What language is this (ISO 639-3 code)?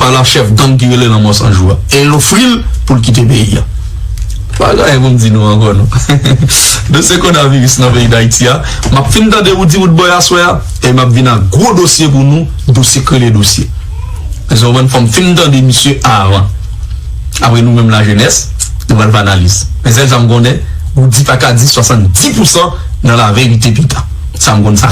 hat